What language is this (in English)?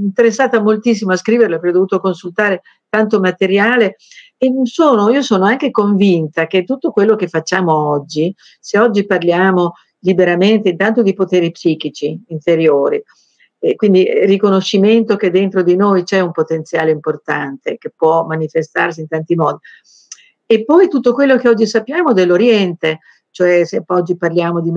Italian